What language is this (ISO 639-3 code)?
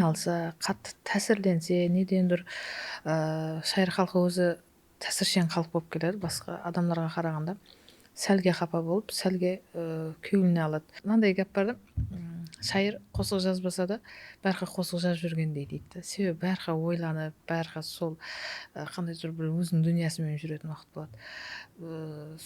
kaa